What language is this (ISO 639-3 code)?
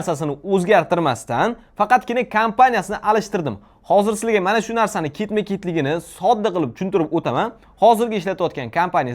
uzb